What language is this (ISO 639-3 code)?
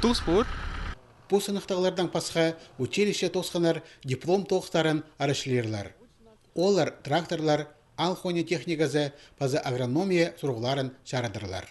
kjh